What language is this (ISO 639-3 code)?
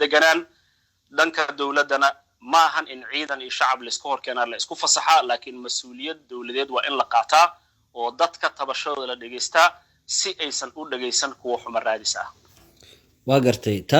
som